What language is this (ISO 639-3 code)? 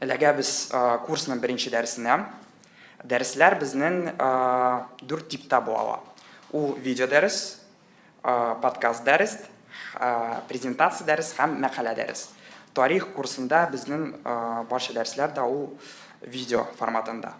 tat